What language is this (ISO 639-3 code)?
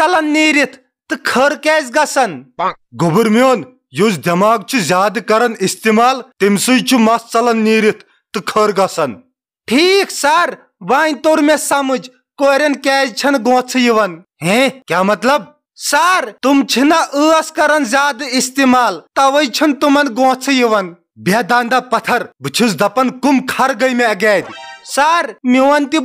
kas